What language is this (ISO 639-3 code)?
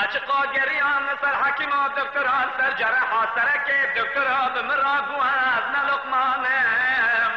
kur